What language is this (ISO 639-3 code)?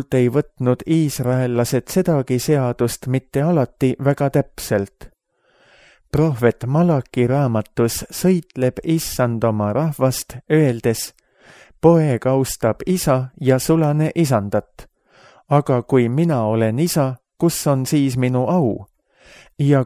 est